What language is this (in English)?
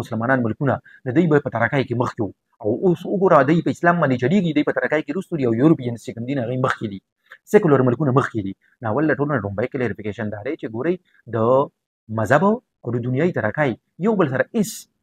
Pashto